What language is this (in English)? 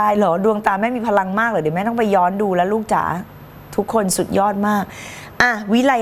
Thai